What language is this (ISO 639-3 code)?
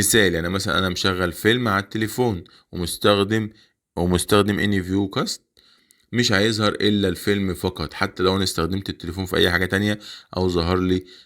arz